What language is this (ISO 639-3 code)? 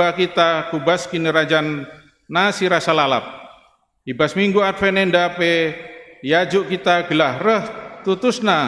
btx